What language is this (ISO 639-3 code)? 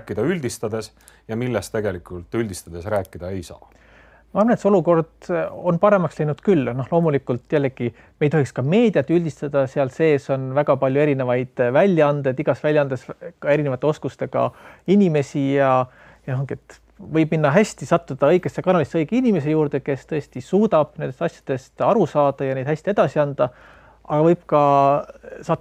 est